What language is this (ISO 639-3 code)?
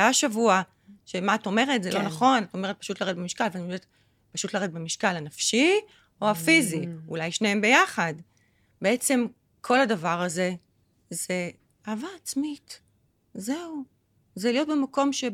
heb